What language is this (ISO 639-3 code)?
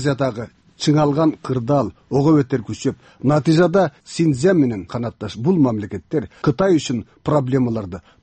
kir